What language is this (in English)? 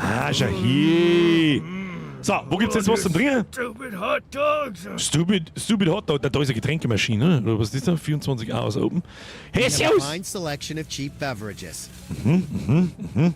Bavarian